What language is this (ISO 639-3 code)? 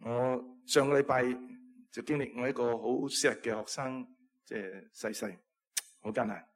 yue